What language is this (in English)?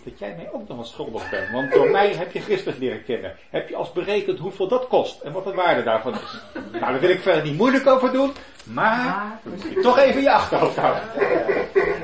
Dutch